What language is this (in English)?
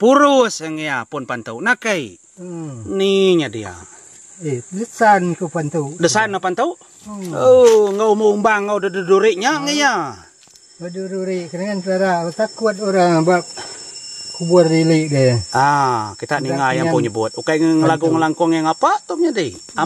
Iban